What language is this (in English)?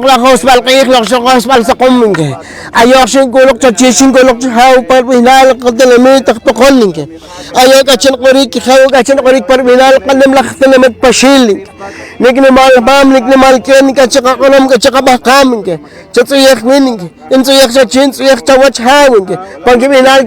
Poqomchi'